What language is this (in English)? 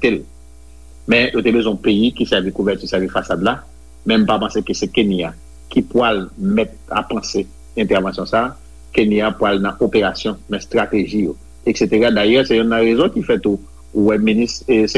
Haitian Creole